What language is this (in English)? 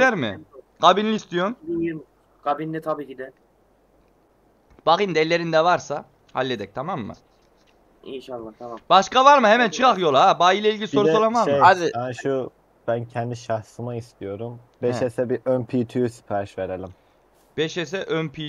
Turkish